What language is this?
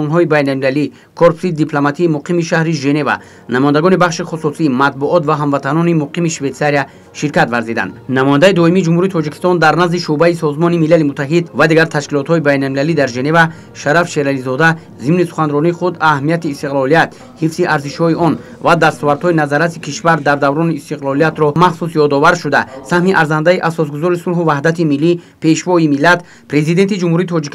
Tajik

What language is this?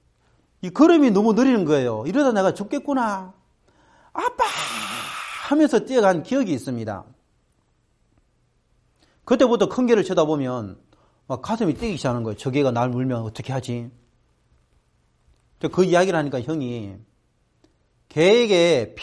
Korean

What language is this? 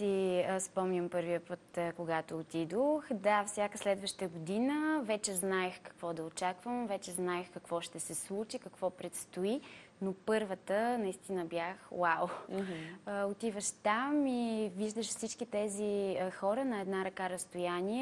Bulgarian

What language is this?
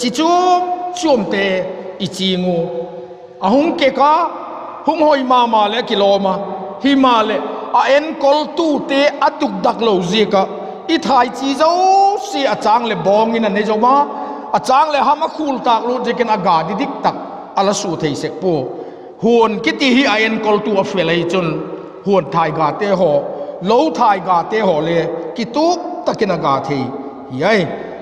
Vaiphei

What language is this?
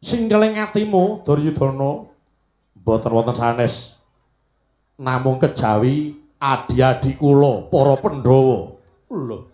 Javanese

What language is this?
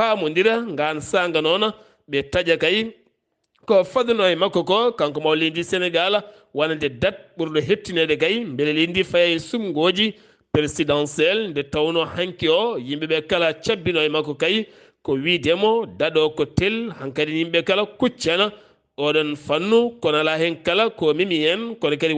Fula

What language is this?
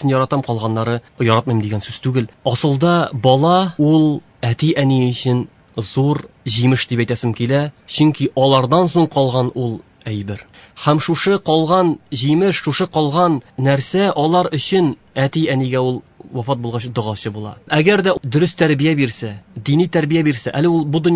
Tatar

